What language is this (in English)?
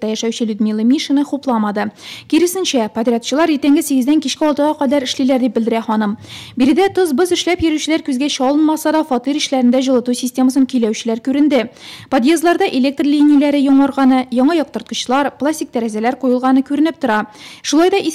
Tatar